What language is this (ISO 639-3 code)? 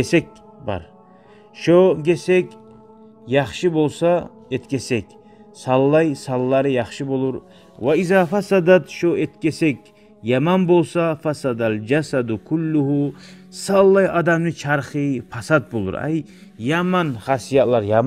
kum